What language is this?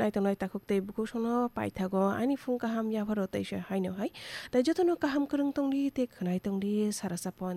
Kok Borok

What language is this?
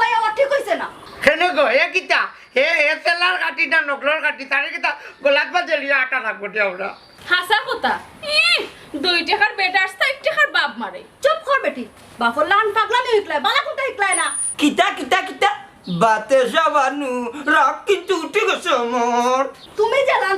Sylheti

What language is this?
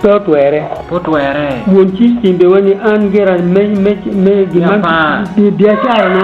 Acoli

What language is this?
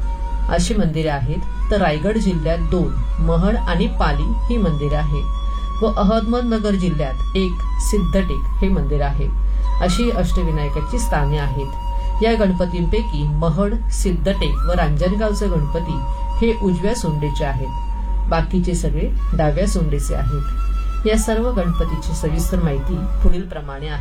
Marathi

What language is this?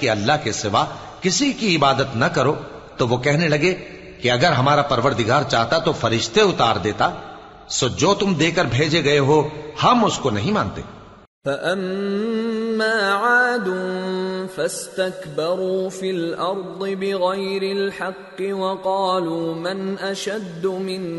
Urdu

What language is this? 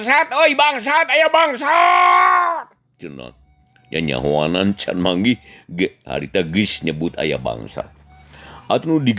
Sundanese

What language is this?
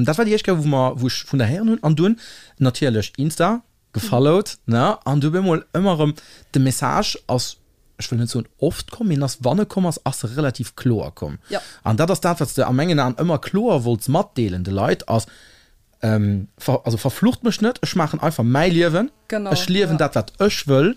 Luxembourgish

